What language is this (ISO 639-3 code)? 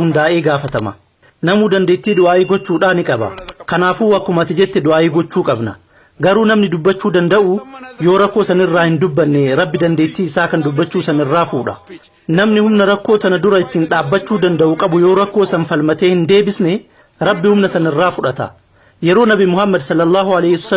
orm